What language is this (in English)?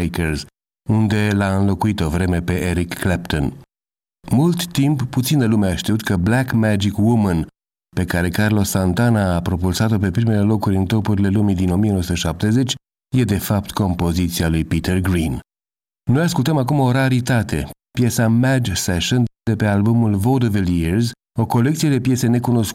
Romanian